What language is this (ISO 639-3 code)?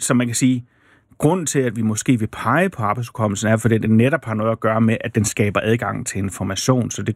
dan